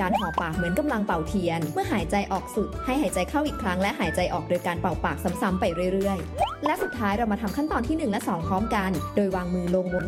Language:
Thai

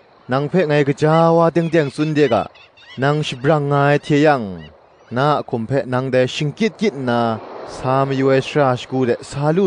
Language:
Kachin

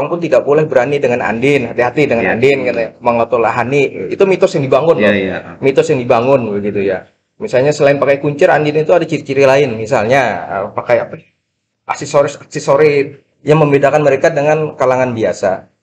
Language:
Indonesian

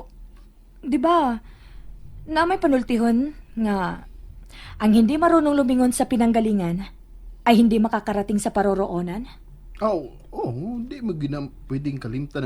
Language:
Cebuano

